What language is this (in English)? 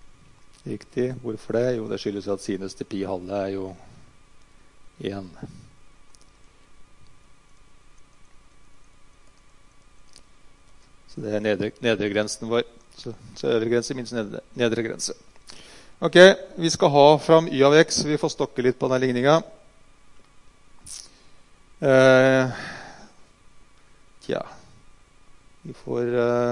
Norwegian